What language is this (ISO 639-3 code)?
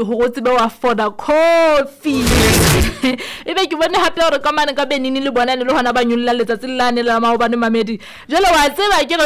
sot